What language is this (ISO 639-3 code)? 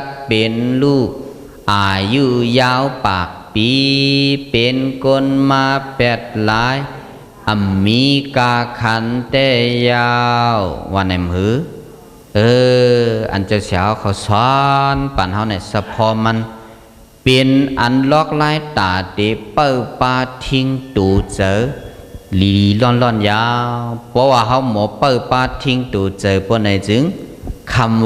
shn